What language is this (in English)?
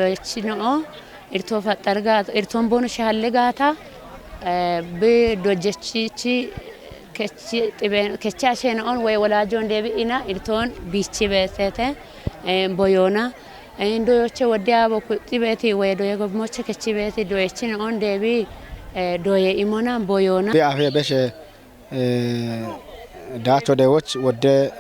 Kafa